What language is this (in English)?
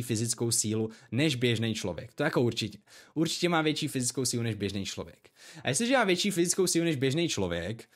Czech